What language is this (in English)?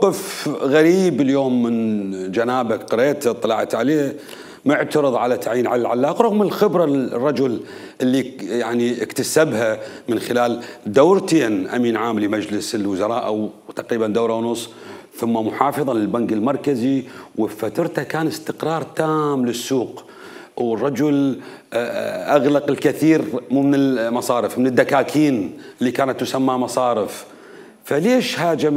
Mesopotamian Arabic